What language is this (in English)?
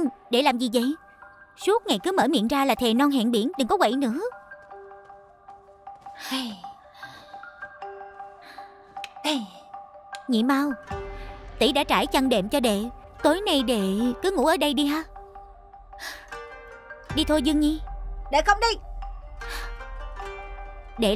Vietnamese